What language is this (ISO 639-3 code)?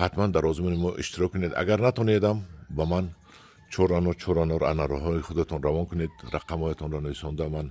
tgk